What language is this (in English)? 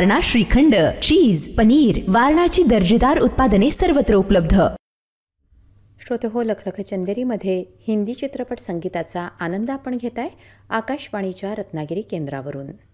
Marathi